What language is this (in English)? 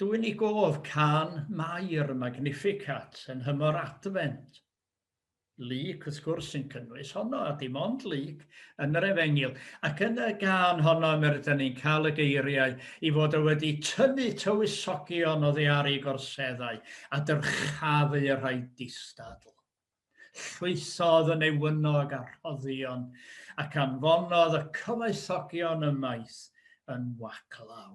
Welsh